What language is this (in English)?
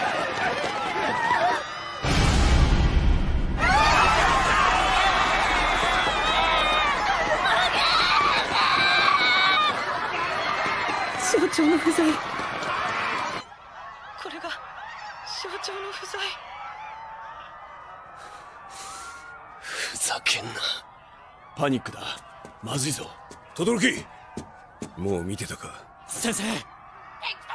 Japanese